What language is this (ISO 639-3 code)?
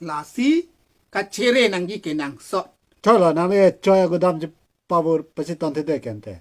mjw